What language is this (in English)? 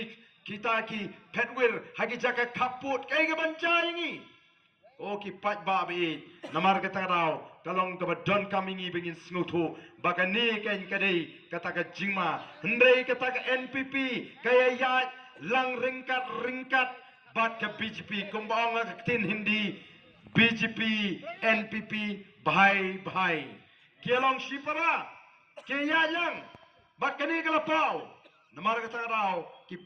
Khasi